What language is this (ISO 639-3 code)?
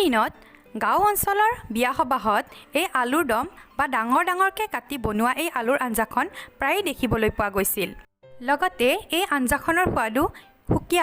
asm